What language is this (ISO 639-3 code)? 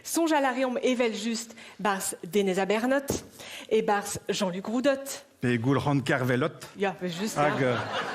bre